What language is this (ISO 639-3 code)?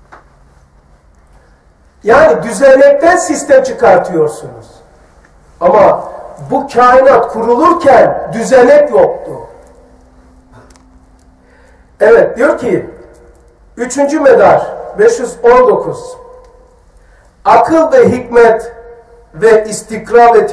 tur